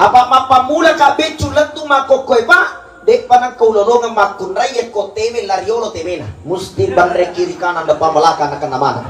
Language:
Buginese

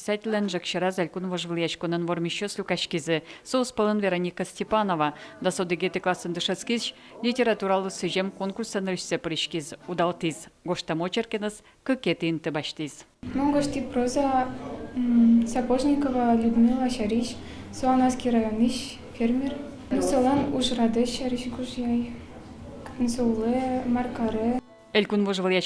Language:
Udmurt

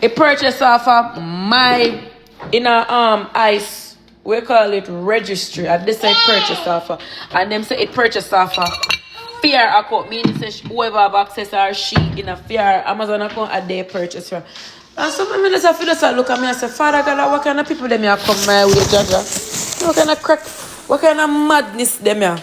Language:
Jamaican Creole English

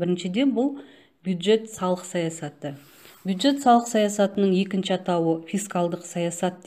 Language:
Kazakh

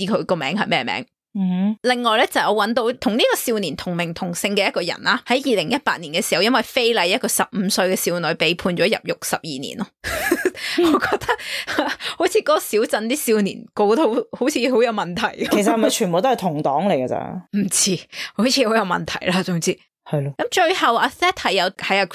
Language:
Cantonese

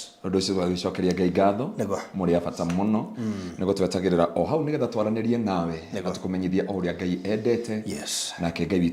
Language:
Kikuyu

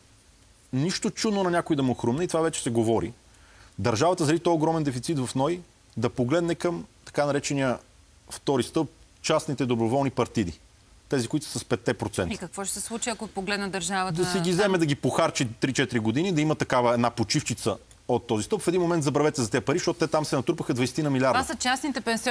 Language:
Bulgarian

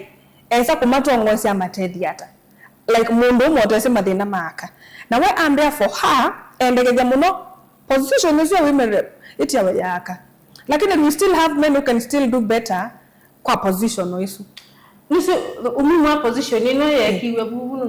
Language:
Kamba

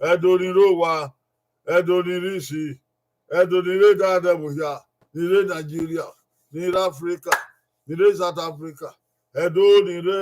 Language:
Bini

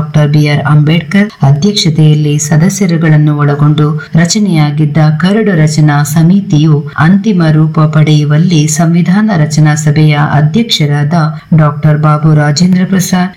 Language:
Kannada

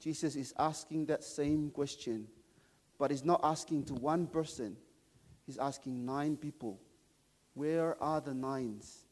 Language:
Samoan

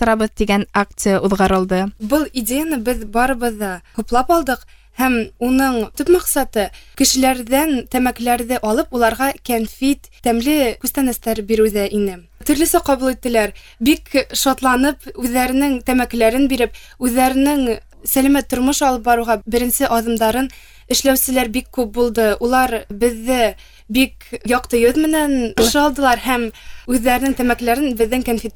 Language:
Bashkir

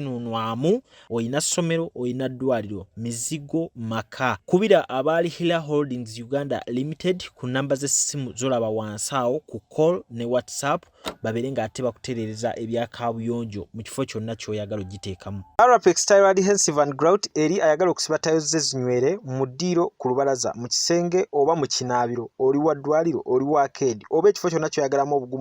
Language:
Ganda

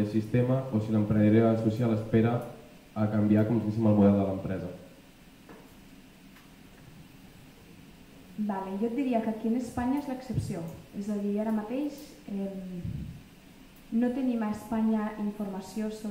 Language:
Catalan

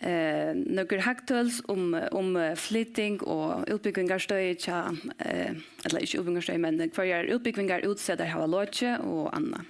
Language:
Faroese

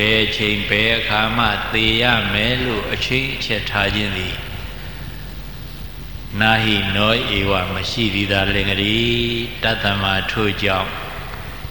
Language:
Burmese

